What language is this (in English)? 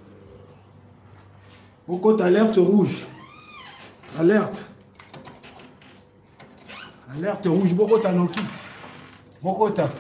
French